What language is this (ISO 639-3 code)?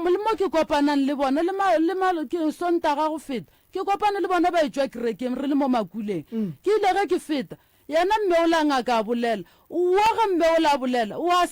nso